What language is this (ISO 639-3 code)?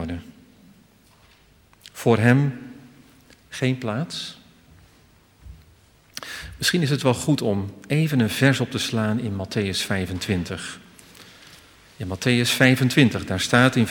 nld